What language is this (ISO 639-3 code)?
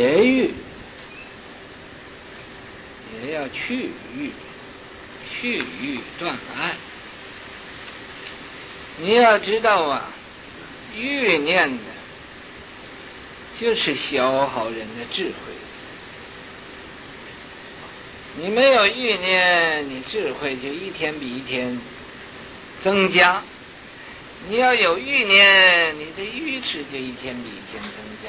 zho